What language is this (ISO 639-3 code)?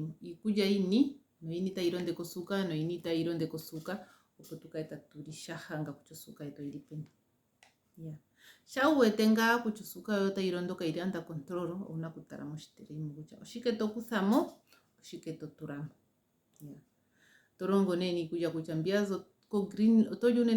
ndo